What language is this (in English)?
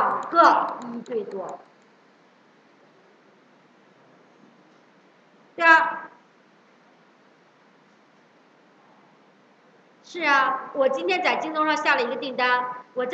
Chinese